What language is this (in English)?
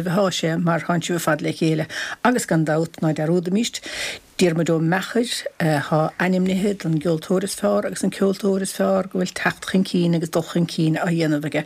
Irish